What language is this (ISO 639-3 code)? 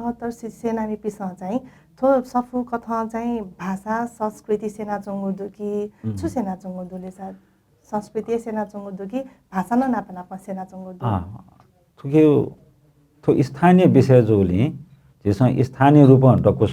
new